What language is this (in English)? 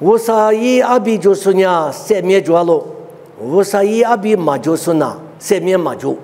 Lisu